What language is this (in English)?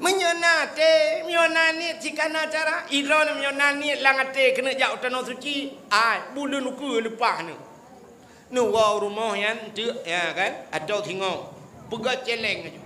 Achinese